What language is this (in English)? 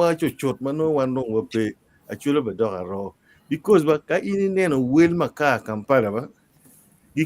Acoli